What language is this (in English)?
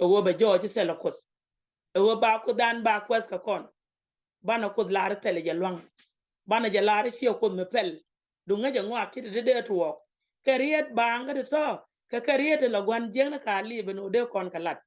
Nuer